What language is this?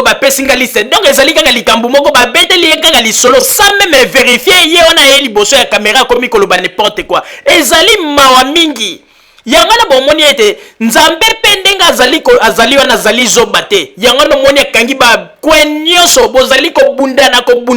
Lingala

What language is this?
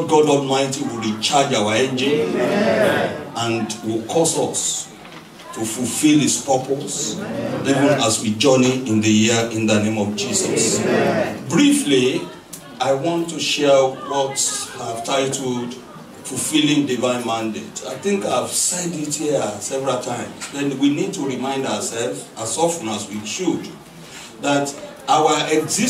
English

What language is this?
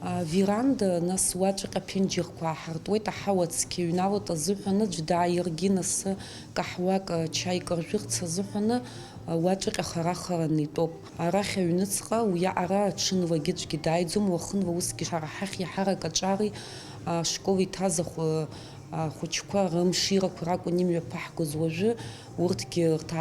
Abkhazian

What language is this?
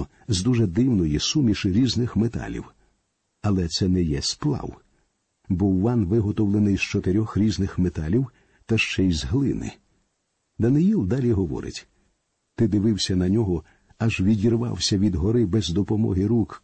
Ukrainian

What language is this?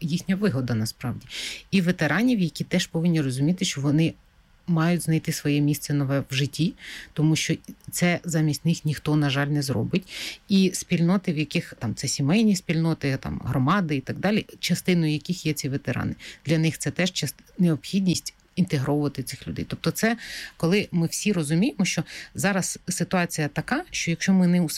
Ukrainian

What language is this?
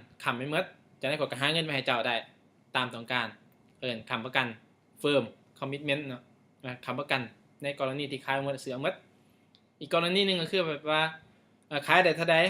Lao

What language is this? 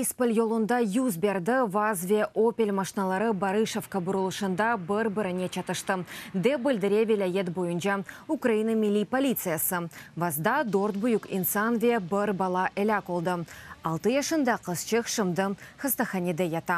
Crimean Tatar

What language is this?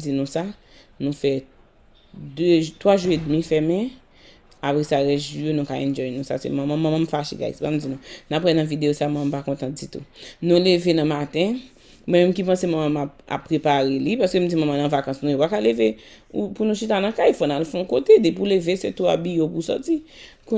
Haitian Creole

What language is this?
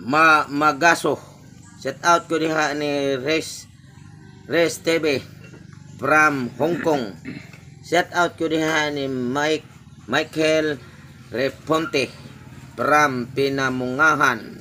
Cebuano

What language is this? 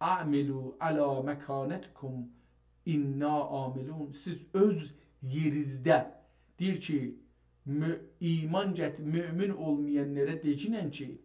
South Azerbaijani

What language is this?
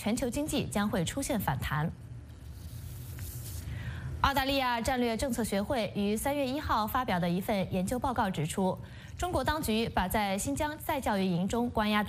Chinese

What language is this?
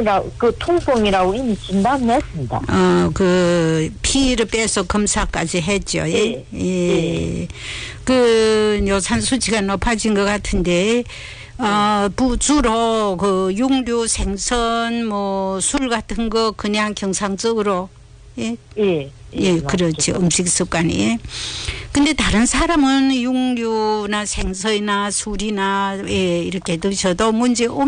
Korean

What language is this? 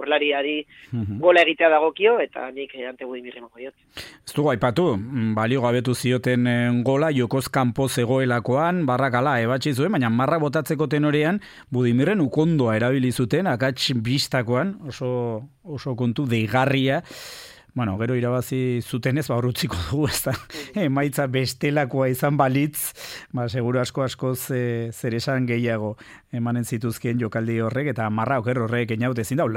Basque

